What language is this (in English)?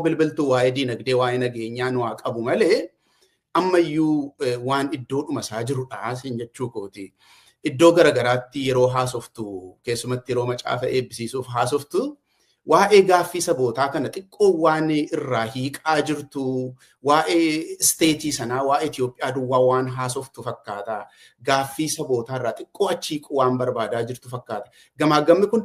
Oromo